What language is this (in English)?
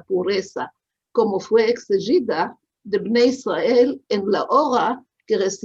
Ladino